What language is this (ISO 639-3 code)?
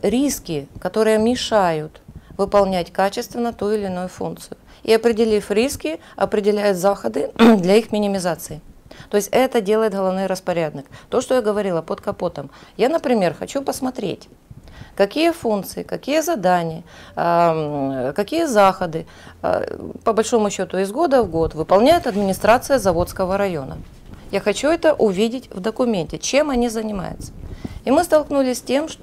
rus